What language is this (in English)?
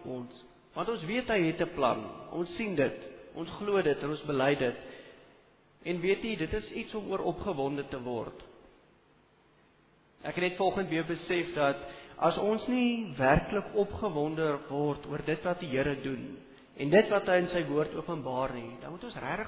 Afrikaans